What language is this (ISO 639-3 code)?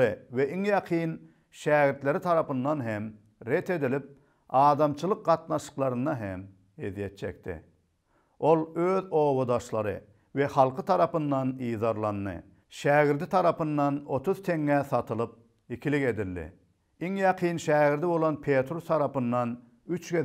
tuk